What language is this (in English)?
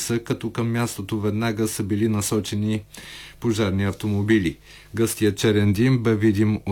Bulgarian